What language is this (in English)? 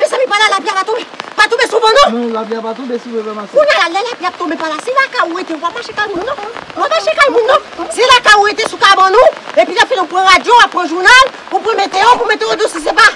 Haitian Creole